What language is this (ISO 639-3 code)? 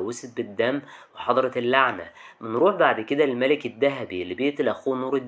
arz